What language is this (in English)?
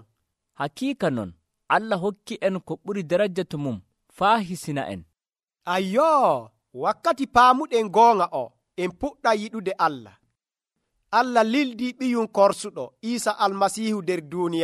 Nigerian Fulfulde